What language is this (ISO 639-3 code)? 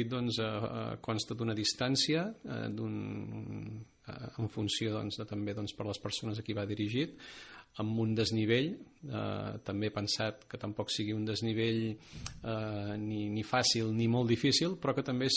cat